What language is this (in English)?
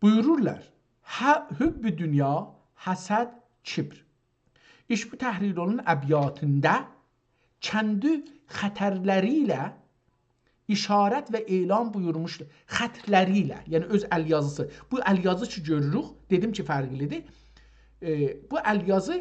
South Azerbaijani